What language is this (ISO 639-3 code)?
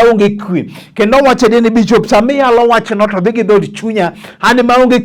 luo